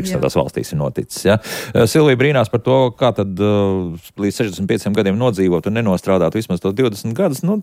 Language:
Latvian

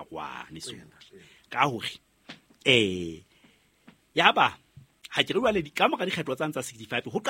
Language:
Southern Sotho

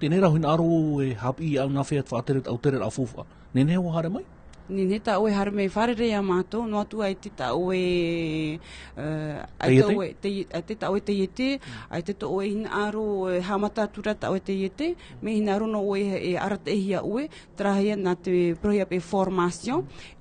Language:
Tahitian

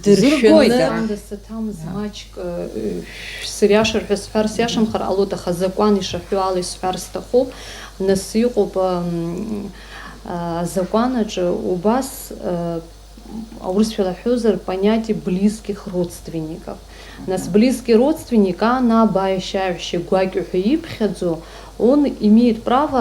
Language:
Abkhazian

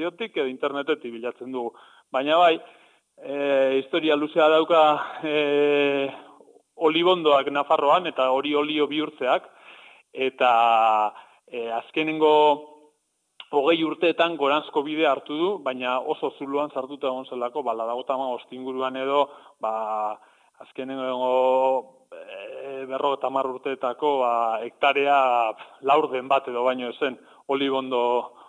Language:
Basque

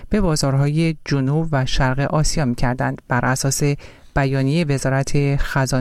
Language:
Persian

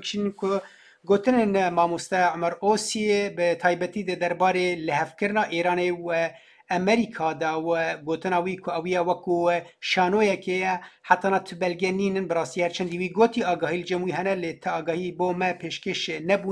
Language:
Kurdish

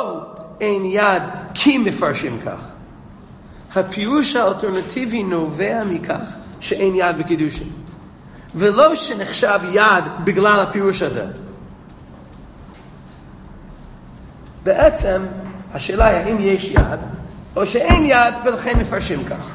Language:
Hebrew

